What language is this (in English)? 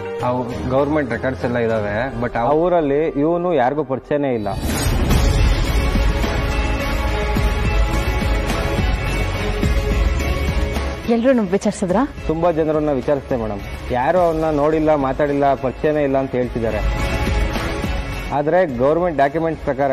Kannada